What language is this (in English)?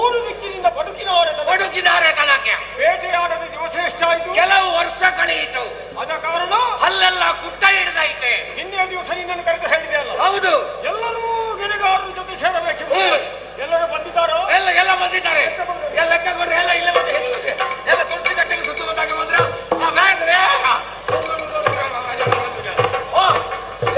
Kannada